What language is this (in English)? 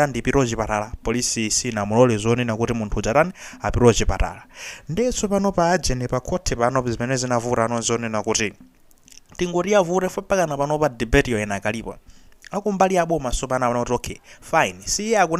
Nyanja